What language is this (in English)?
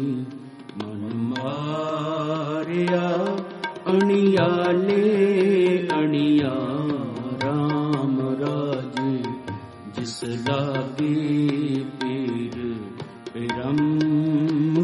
Punjabi